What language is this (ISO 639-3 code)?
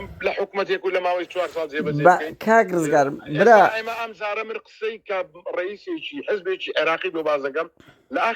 ckb